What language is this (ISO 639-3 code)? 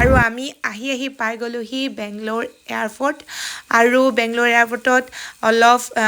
asm